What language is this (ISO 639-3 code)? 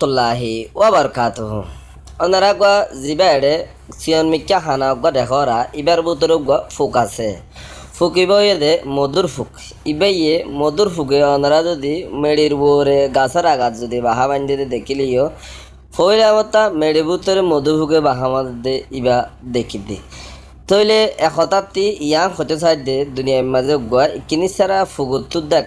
rhg